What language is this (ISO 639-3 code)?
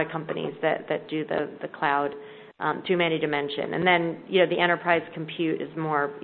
eng